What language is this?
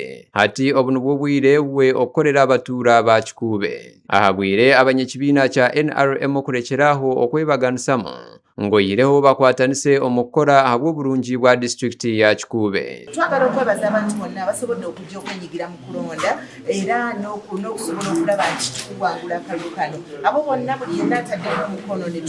Nyankole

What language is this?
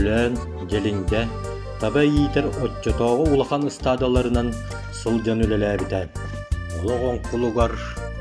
Yakut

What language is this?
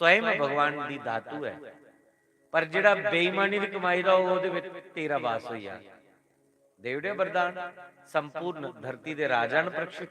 Dogri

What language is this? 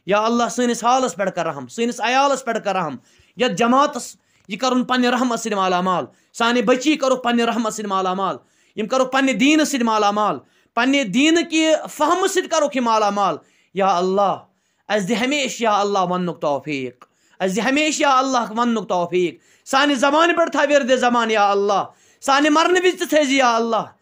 Kashmiri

